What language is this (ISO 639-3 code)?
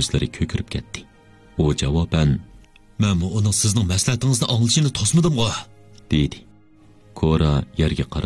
uig